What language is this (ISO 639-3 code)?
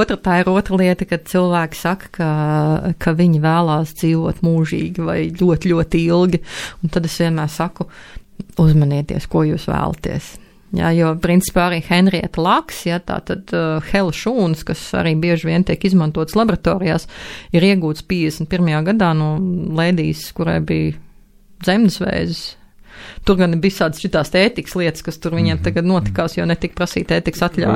lav